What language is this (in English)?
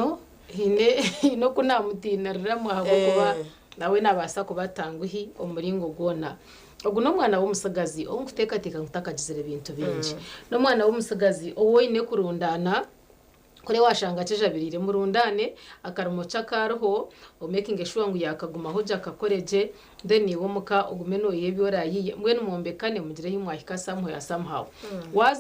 Nyankole